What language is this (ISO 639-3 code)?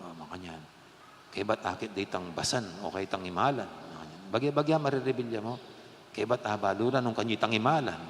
pam